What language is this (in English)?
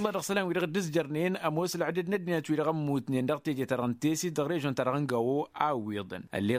Tamasheq